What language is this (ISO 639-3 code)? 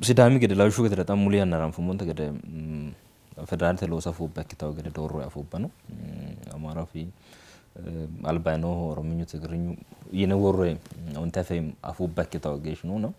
sid